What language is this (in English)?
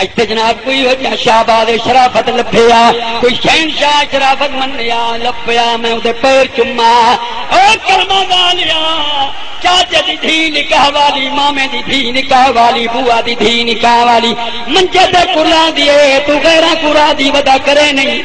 Saraiki